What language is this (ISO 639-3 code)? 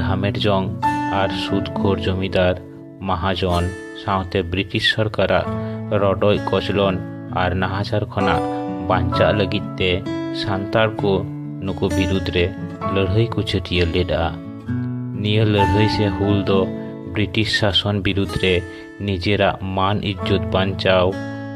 sat